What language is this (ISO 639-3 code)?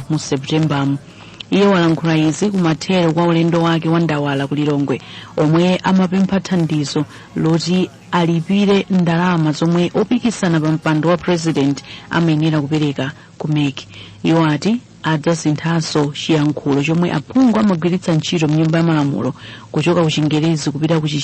nya